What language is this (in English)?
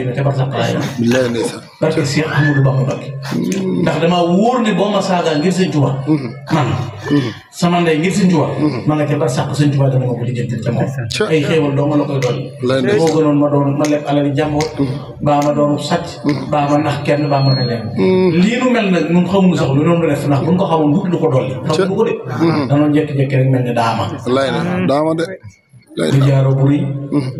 Wolof